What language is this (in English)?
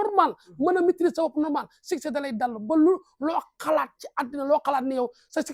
Wolof